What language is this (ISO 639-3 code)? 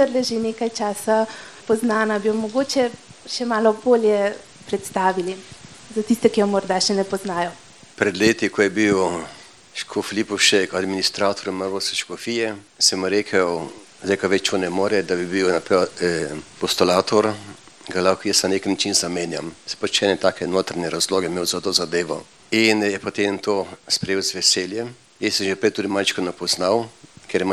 slv